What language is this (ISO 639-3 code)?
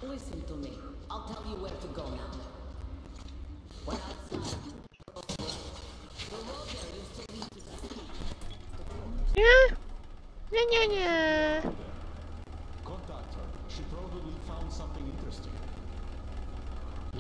eng